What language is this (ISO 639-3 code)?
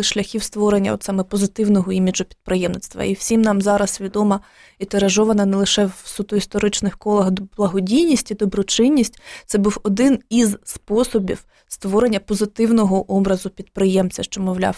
ukr